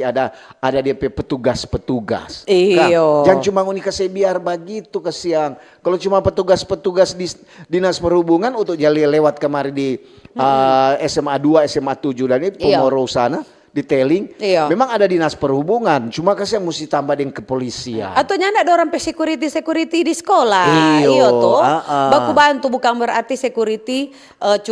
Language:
Manado Malay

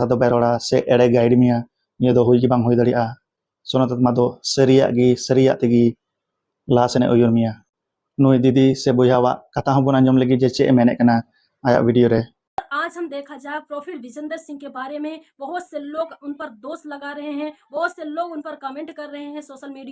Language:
Santali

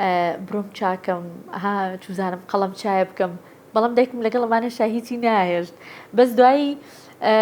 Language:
Central Kurdish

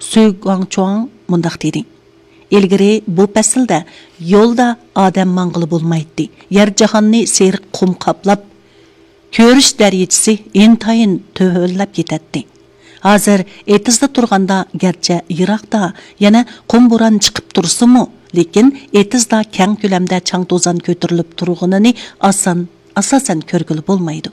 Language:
Uyghur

